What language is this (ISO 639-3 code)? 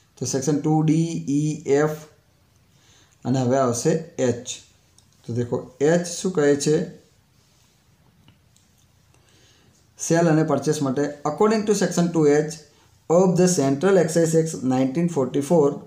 guj